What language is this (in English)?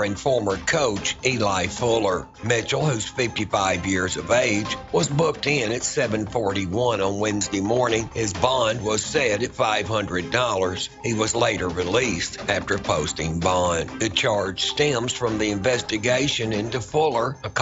English